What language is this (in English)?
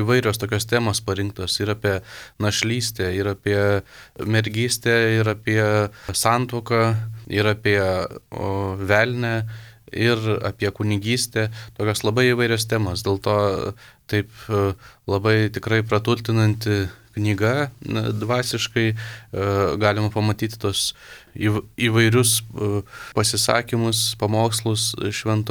Lithuanian